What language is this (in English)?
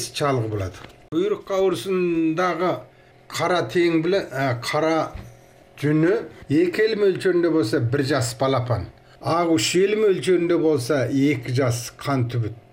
Kazakh